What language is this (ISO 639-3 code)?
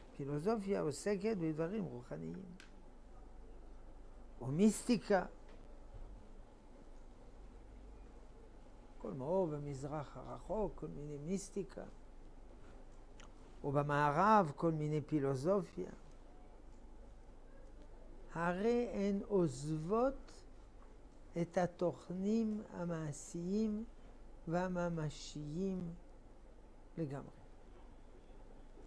heb